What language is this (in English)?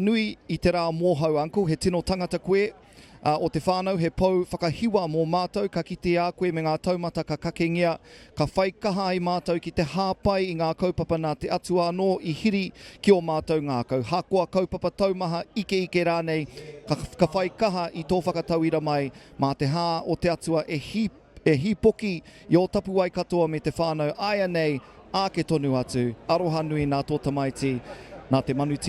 Māori